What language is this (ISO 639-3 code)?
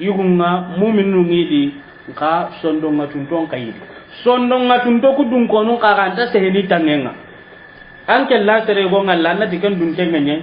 snk